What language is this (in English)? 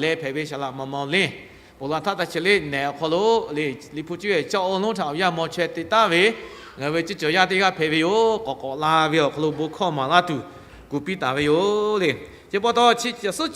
Lahu